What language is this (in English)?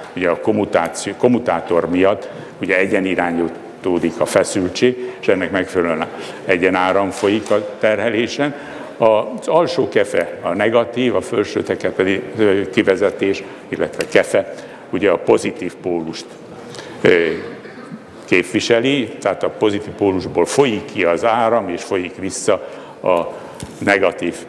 Hungarian